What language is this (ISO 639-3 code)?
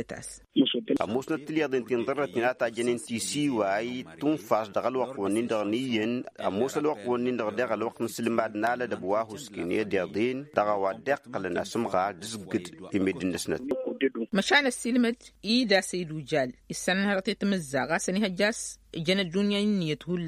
taq